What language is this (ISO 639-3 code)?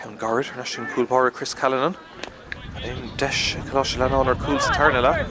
gle